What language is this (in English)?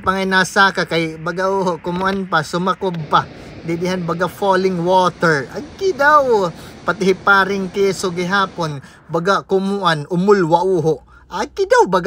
Waray